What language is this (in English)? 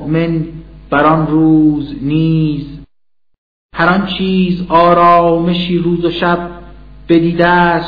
Persian